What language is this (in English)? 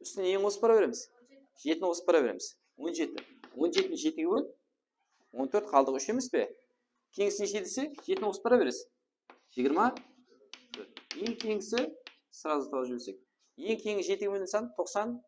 Kara-Kalpak